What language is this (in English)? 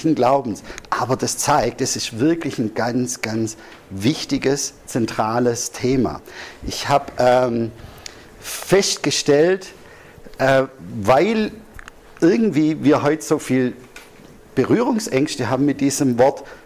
German